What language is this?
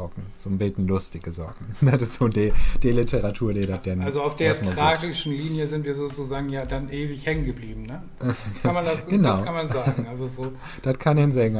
Low German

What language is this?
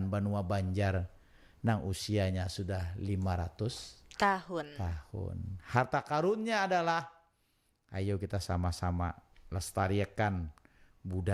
Banjar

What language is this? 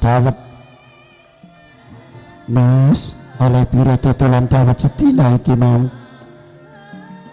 Javanese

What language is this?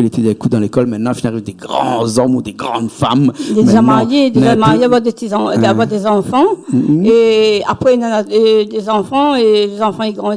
Réunion Creole French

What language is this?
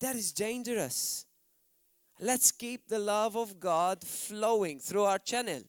English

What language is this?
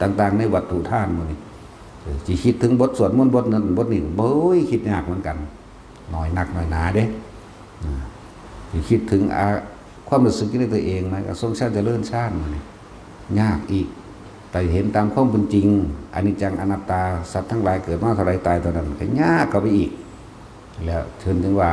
Northeastern Thai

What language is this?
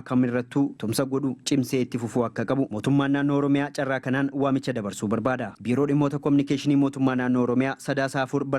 Oromo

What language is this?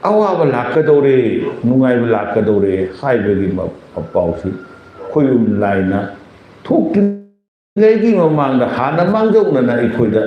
Manipuri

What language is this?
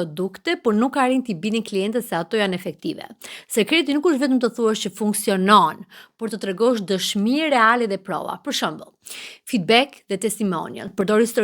Albanian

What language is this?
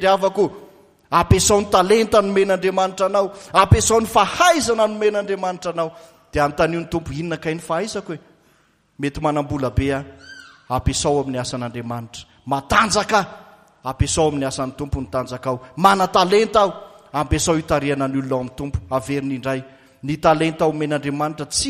Malagasy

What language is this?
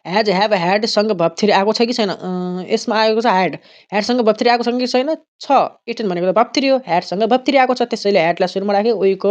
Nepali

